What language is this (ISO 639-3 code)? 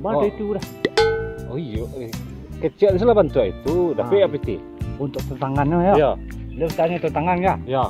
min